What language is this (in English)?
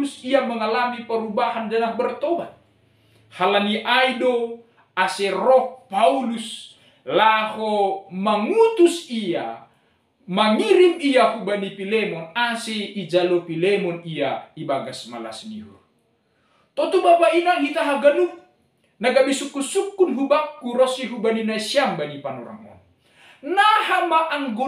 Batak Simalungun